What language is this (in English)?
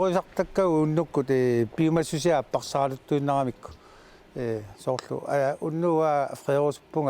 Kalaallisut